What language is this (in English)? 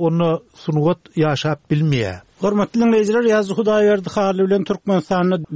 Turkmen